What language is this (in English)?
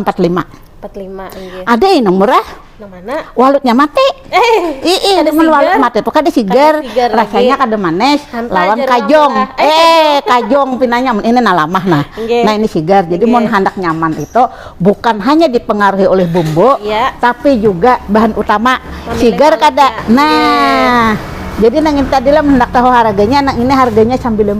Banjar